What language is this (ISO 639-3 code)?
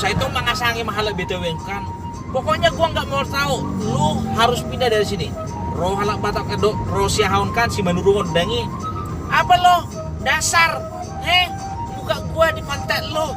bbc